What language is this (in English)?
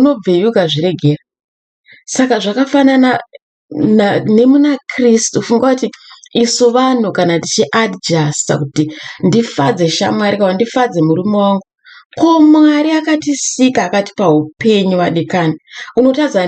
Shona